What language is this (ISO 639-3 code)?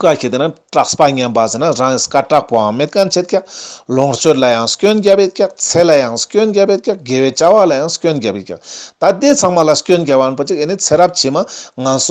lbj